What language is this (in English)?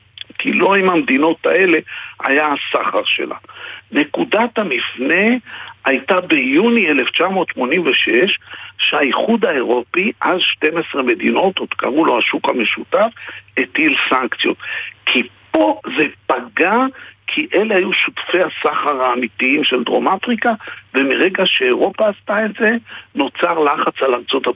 Hebrew